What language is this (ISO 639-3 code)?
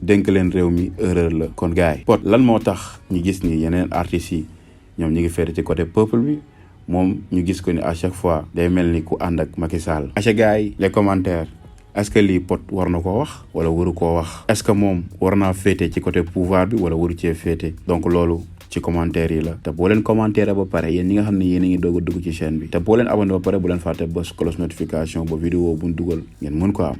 wol